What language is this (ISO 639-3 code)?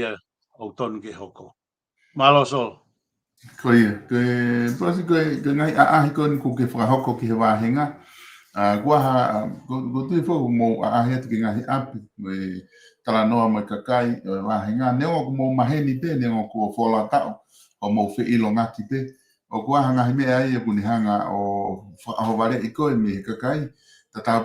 ton